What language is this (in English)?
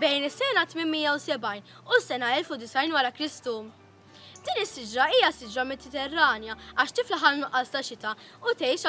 Maltese